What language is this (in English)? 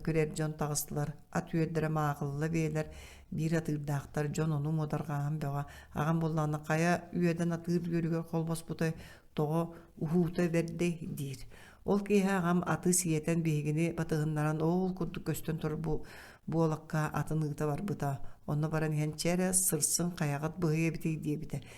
Yakut